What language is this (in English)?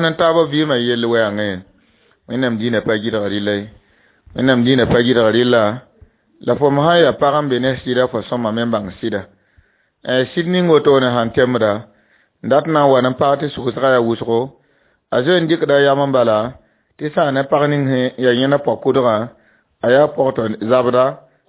Mossi